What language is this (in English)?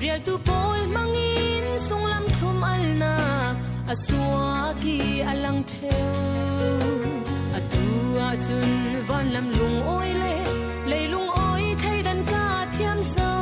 Falam Chin